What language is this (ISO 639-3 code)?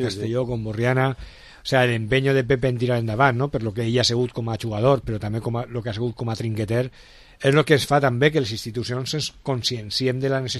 cat